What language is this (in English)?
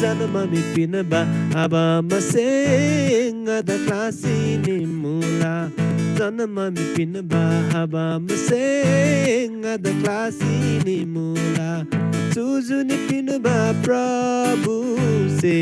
Eastern Tamang